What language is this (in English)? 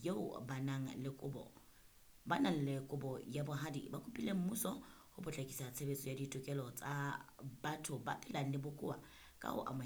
Southern Sotho